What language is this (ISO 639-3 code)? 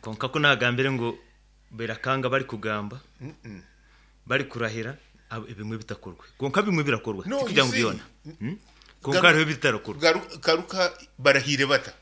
nyo